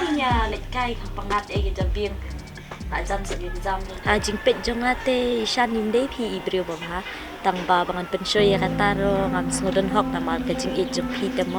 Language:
Khasi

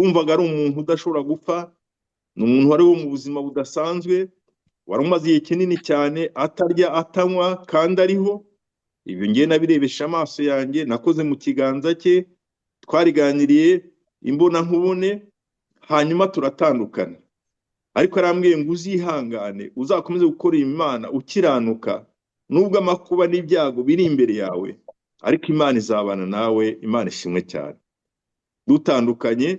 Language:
Kinyarwanda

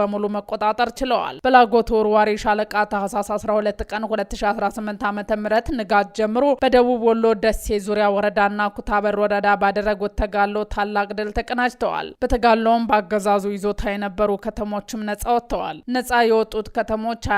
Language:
Amharic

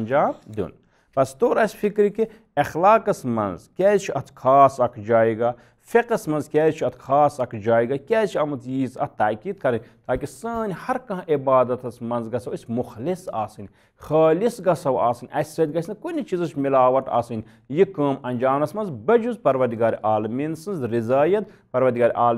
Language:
Kashmiri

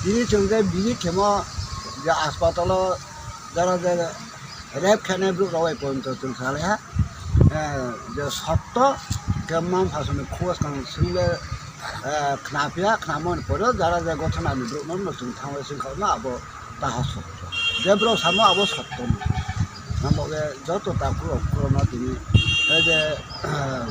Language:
Riang (India)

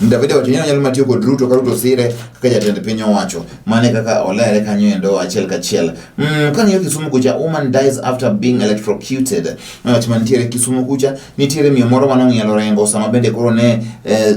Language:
Luo (Kenya and Tanzania)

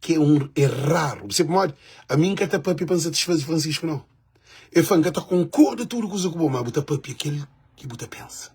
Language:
Kabuverdianu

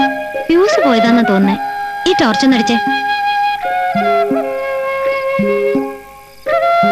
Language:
Malayalam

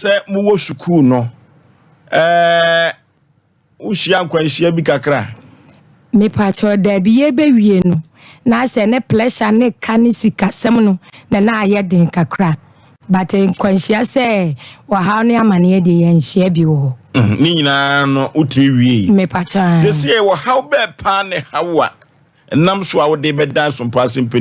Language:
Akan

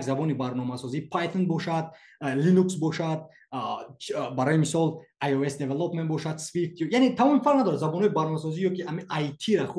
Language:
Tajik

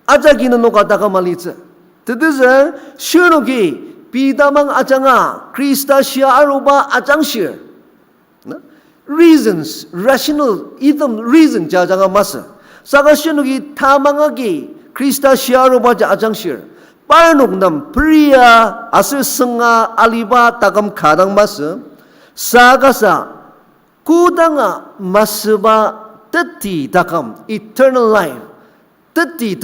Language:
Ao Naga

